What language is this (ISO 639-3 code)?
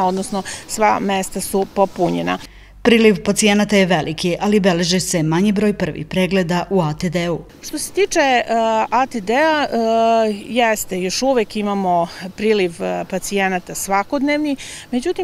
srp